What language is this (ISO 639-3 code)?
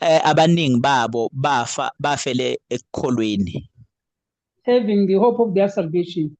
zul